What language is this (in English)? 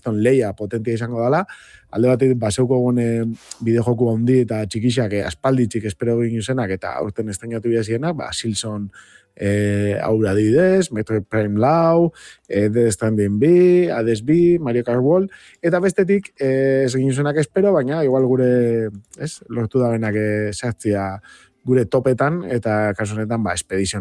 Basque